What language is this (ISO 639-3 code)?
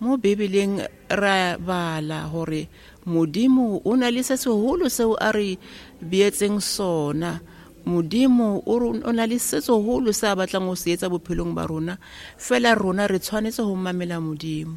tsn